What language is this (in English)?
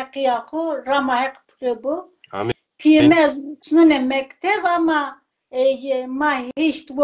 Zaza